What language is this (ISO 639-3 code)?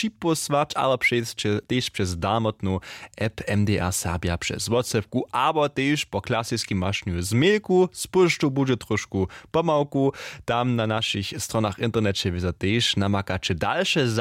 hsb